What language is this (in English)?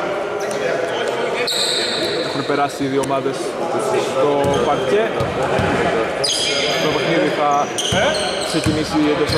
Greek